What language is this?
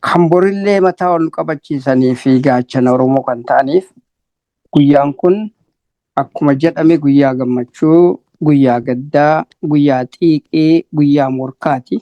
Oromo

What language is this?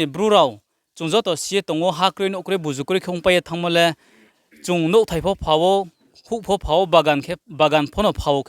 Riang (India)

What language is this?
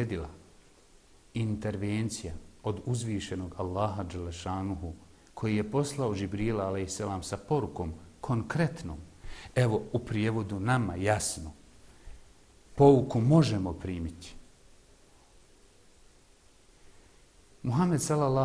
Bosnian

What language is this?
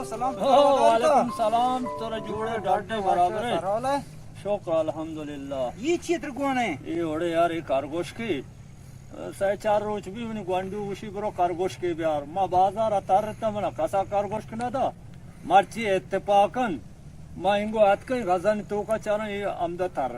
Baluchi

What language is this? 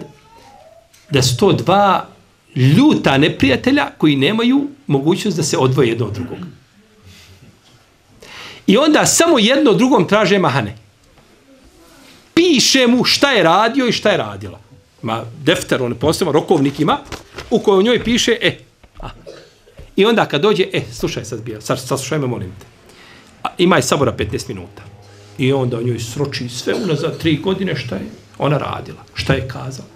Bosnian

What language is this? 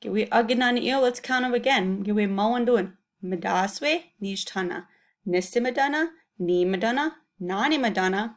Chippewa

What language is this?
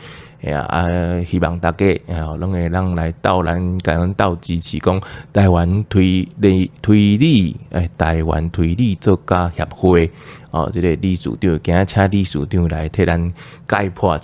Min Nan Chinese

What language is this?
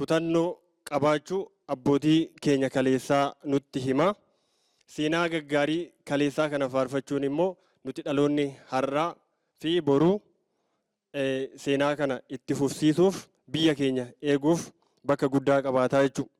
Oromo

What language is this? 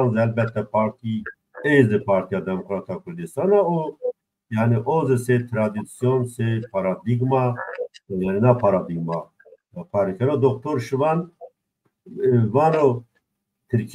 Zaza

